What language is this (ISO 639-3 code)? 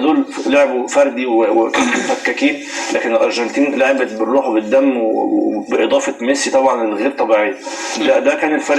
arz